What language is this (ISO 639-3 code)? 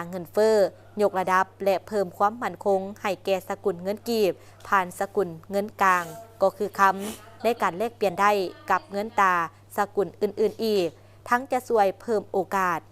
lao